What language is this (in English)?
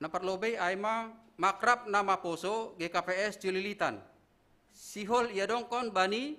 Batak Simalungun